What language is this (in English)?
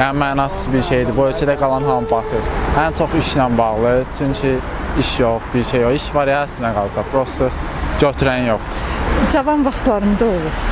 Azerbaijani